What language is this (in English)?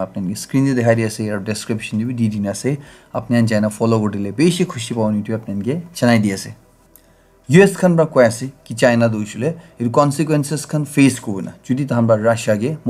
Naga Pidgin